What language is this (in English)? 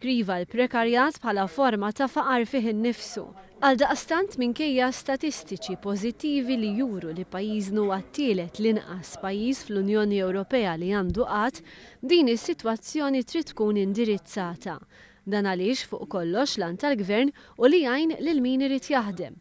Maltese